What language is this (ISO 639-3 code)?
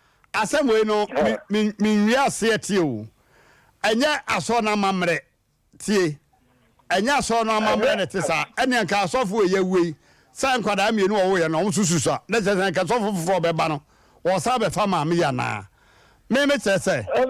aka